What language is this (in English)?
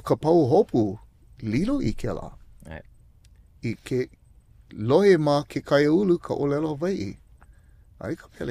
Hawaiian